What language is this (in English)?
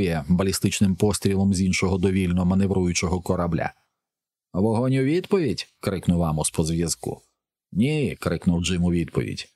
Ukrainian